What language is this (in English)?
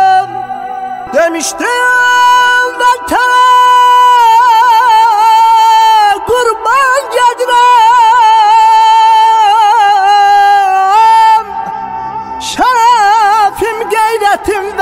Azerbaijani